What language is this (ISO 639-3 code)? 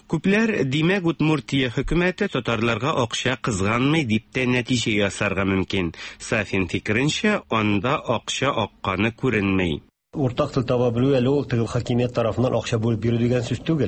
tat